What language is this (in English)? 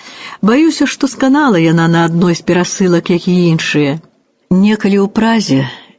Belarusian